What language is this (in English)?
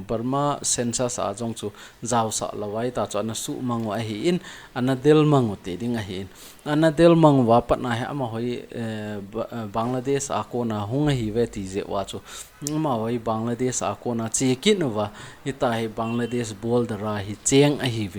Thado Chin